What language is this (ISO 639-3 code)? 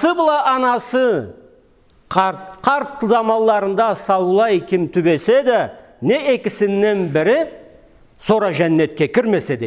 krc